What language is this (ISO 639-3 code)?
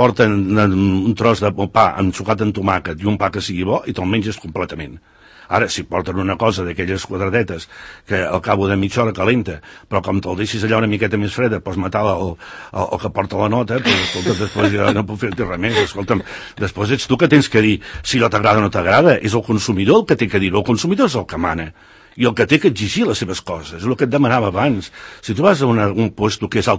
cat